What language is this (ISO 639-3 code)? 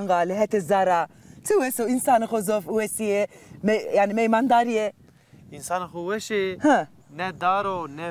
zza